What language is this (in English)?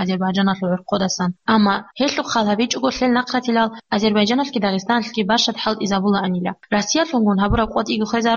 Avaric